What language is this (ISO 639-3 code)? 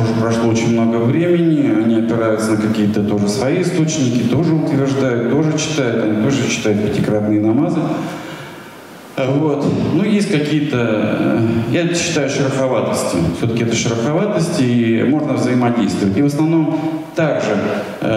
rus